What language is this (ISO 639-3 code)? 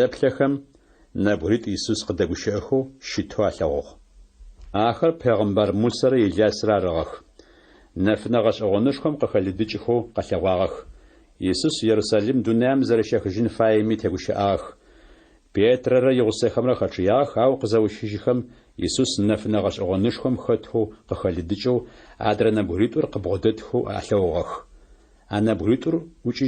ady